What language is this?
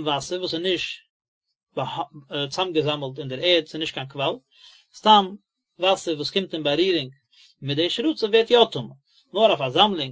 Yiddish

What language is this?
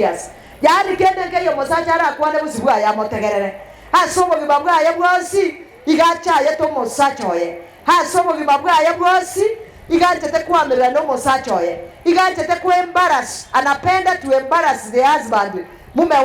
Gusii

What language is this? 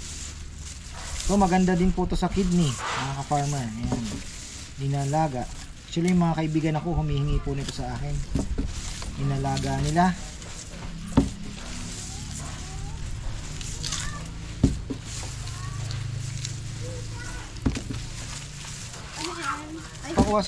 Filipino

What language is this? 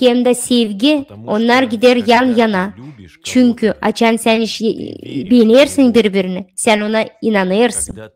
Gagauz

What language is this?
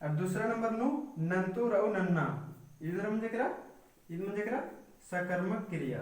Kurukh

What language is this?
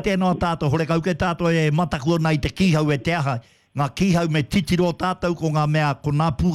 Māori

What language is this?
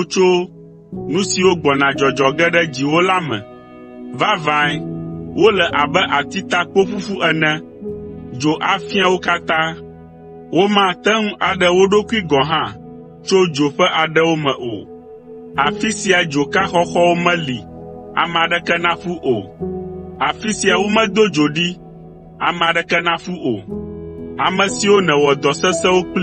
Ewe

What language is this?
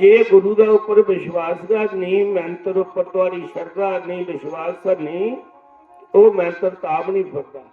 Dogri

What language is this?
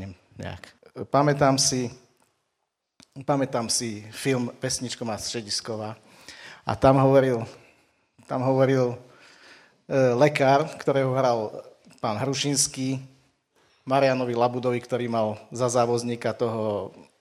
Slovak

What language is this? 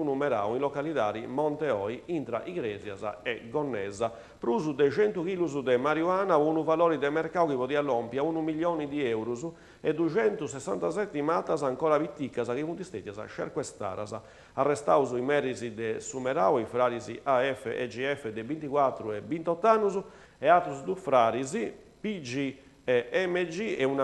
Sardinian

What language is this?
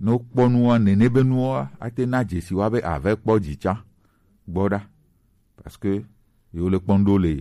Gen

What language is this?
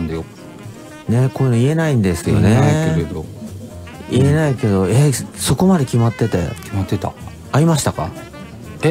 Japanese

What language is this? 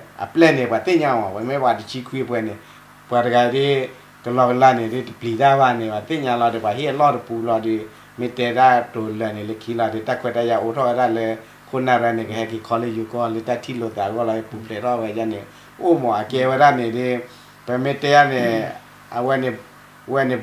S'gaw Karen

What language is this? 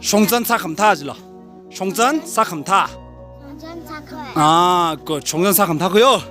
Tangkhul Naga (India)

